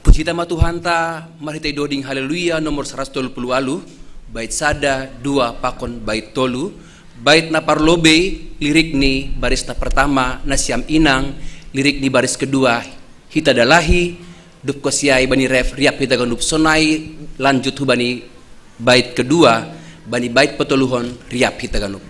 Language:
Batak Simalungun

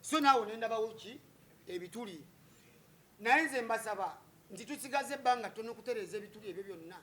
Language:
Ganda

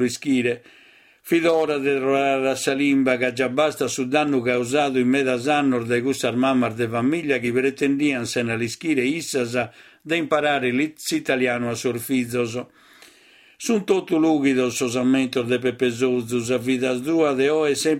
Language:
Sardinian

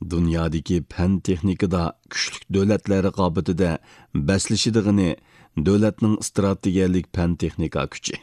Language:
Uyghur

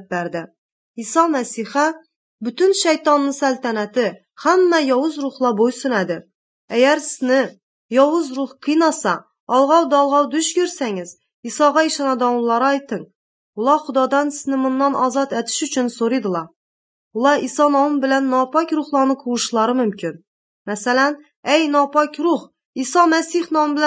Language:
Uzbek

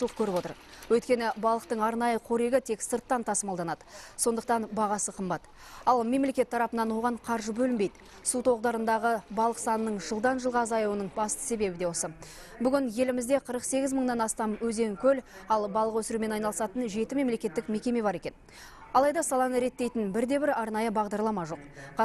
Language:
Kazakh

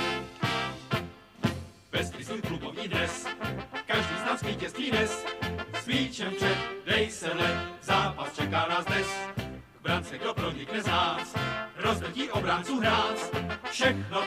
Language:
Czech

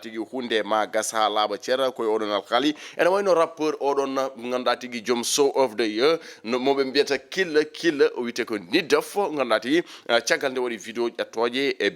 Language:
Fula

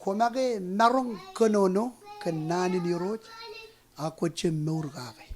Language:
Marshallese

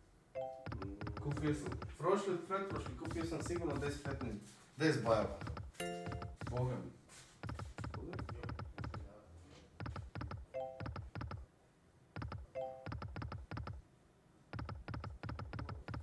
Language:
Croatian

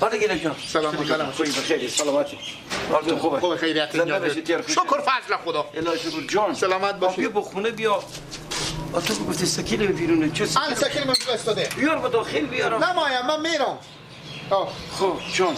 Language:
Persian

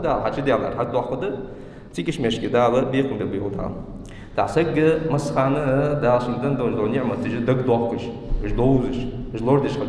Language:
Ingush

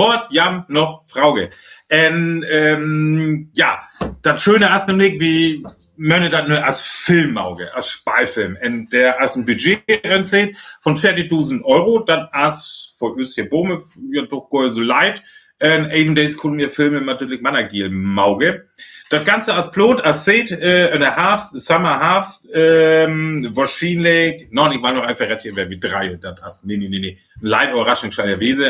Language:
Northern Frisian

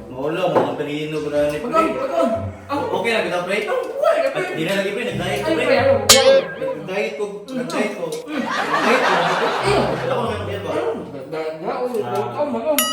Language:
Cebuano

